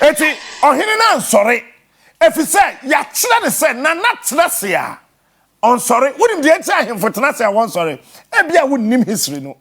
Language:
Akan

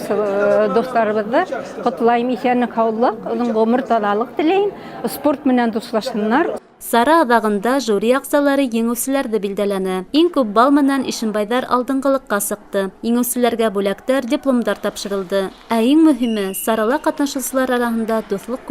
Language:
Bashkir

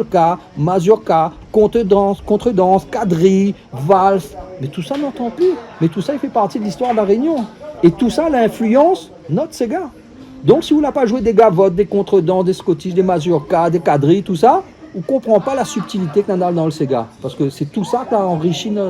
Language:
Réunion Creole French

